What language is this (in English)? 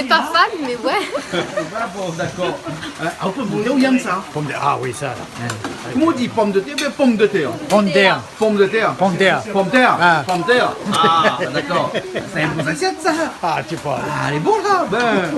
Réunion Creole French